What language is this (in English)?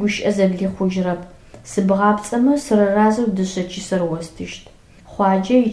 Adyghe